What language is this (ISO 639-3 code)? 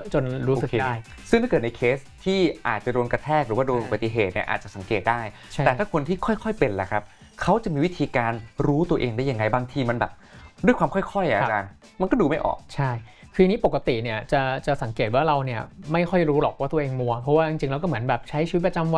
tha